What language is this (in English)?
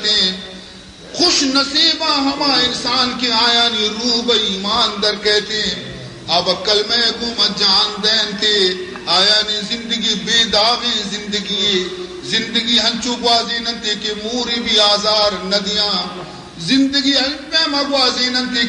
Baluchi